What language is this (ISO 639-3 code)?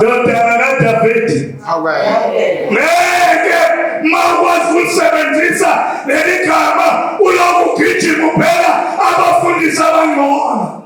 zul